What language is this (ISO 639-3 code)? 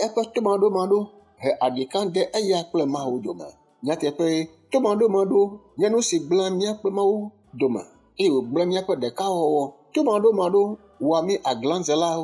ewe